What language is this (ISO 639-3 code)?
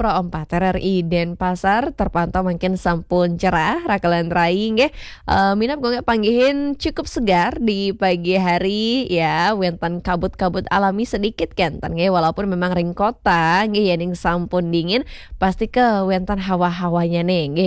ban